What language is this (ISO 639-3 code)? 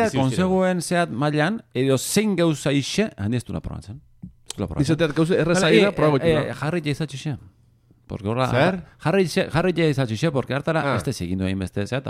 eus